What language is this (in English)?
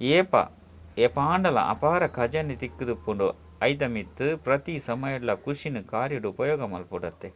Tulu